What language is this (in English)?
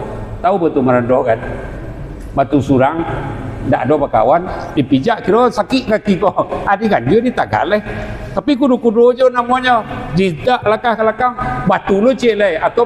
Minangkabau